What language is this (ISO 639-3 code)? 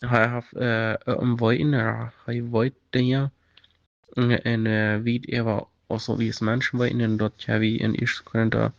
pdt